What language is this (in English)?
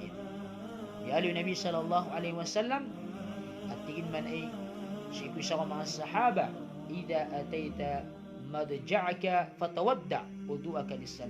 Maranao